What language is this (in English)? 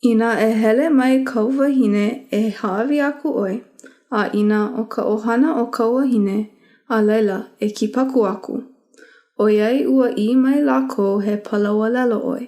Hawaiian